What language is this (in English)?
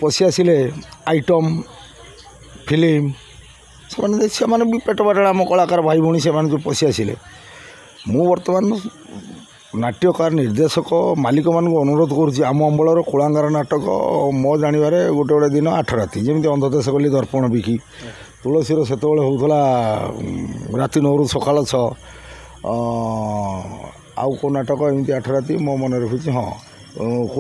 Odia